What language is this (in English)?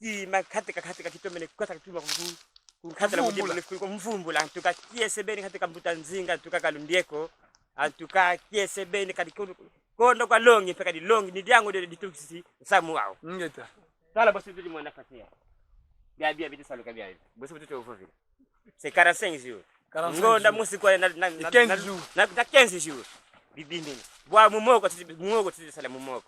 Kongo